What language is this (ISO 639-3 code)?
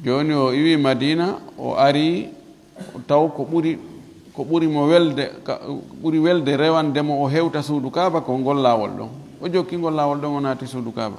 ful